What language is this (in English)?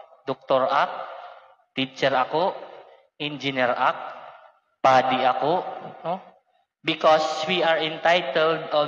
Waray